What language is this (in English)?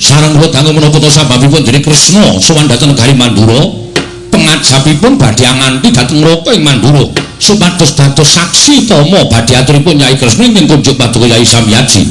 Javanese